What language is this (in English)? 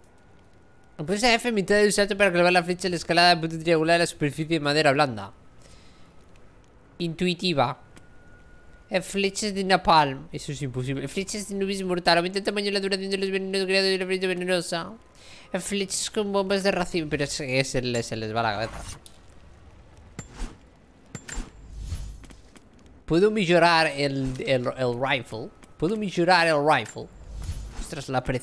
Spanish